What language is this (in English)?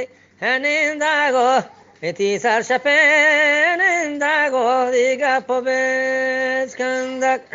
Eastern Balochi